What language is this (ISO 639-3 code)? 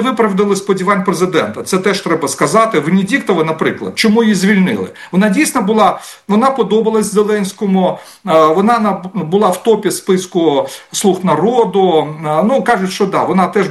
ukr